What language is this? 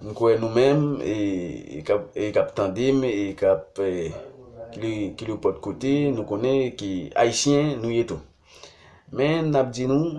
Haitian Creole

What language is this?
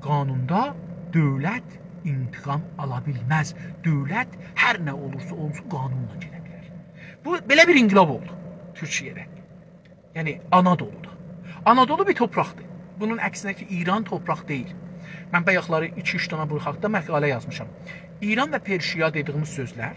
South Azerbaijani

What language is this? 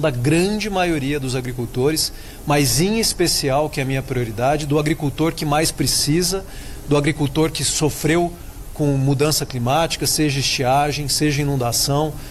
Portuguese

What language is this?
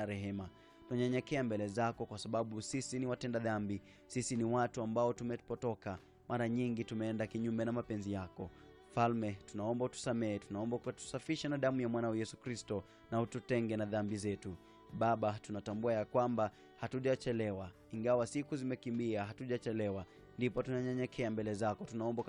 Swahili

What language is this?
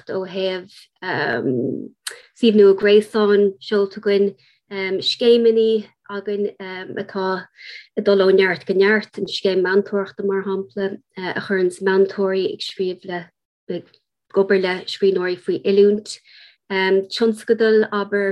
Irish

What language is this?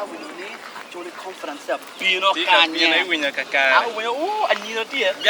Acoli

